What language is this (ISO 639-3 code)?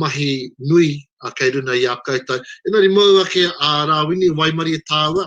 mri